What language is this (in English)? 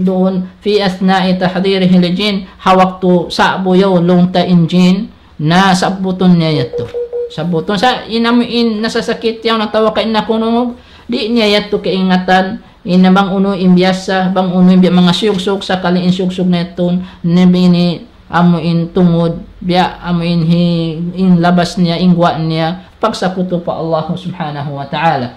Tausug